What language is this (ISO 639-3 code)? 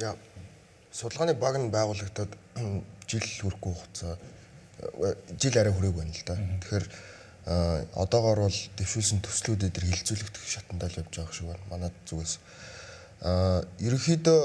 mon